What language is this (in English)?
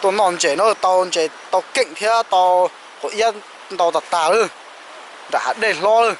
Hmong